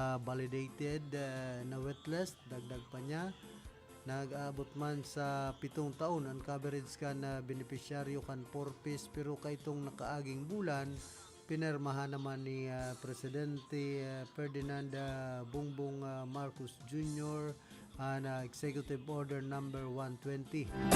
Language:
Bikol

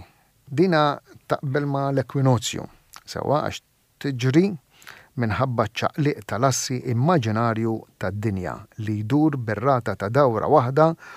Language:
Maltese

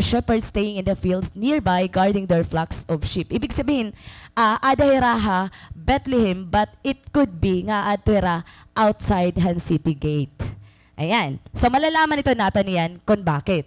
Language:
Waray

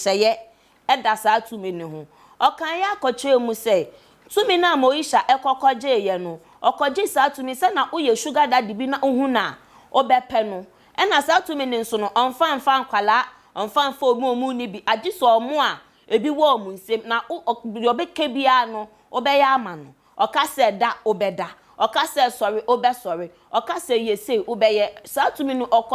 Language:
Akan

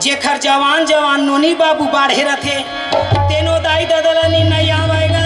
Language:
Chhattisgarhi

